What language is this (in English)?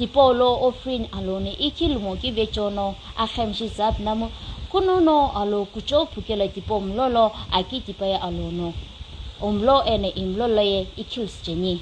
Sumi Naga